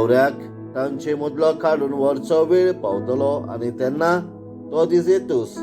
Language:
Konkani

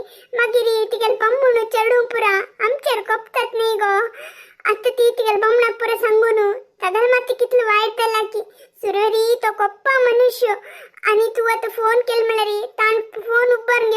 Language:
Konkani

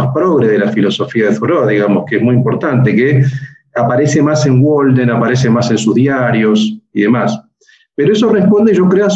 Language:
Spanish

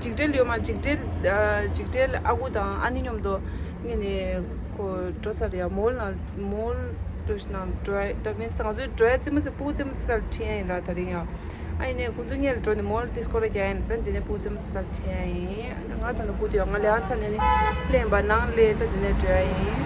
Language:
Tibetan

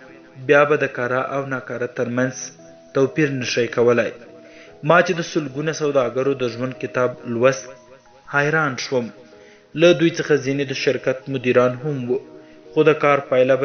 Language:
Pashto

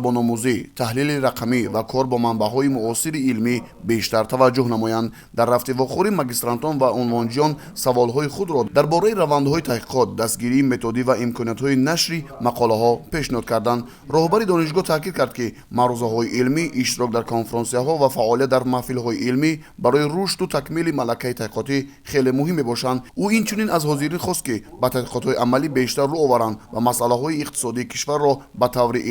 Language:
Tajik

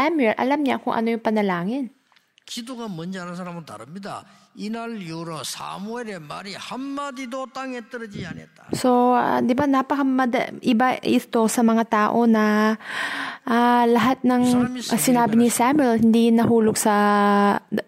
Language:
Filipino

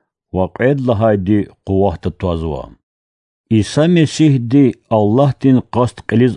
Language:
Lezghian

